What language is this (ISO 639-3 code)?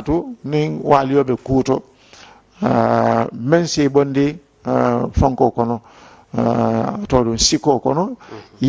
man